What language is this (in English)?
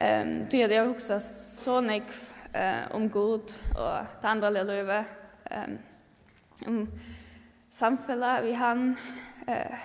Faroese